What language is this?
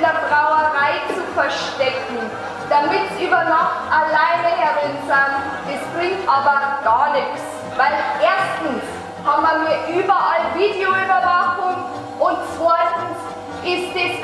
Bavarian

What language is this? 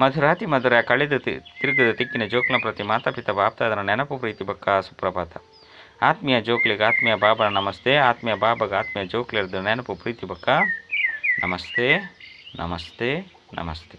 Tulu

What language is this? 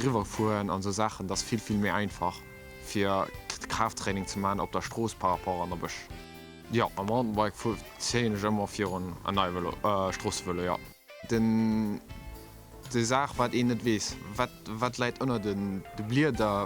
Luxembourgish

